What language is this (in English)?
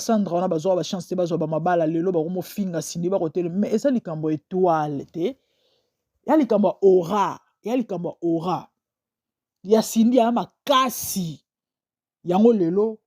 Lingala